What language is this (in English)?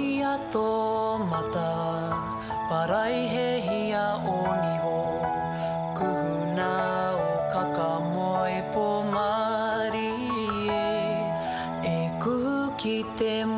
Māori